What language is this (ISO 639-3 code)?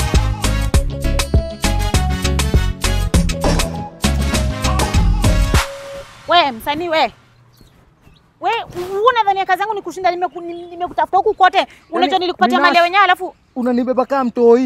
swa